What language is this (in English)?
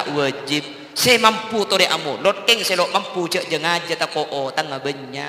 Madurese